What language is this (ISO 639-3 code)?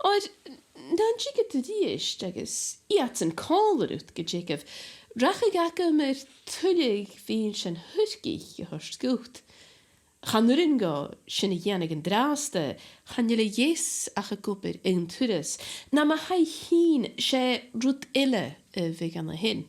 gla